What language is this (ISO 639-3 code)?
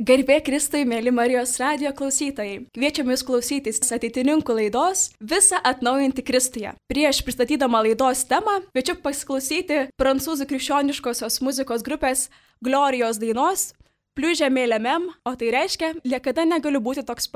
lit